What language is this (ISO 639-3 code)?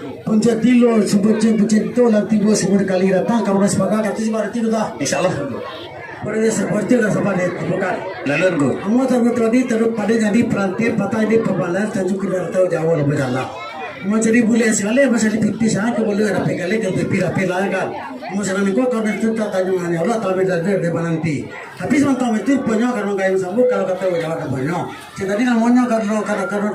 min